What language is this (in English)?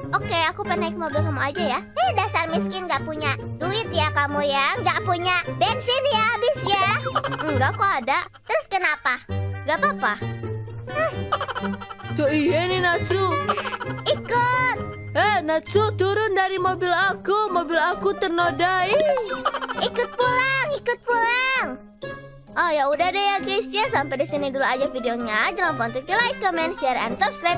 Indonesian